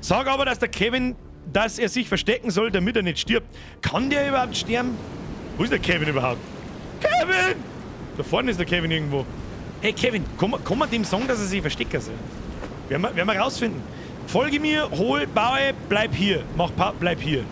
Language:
Bavarian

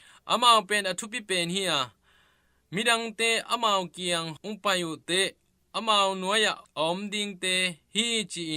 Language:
Tedim Chin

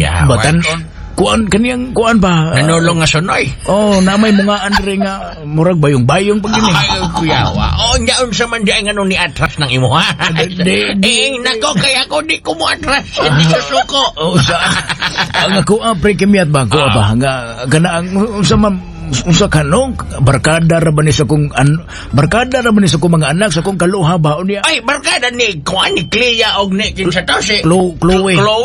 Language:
Cebuano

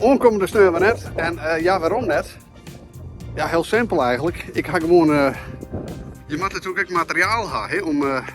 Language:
Western Frisian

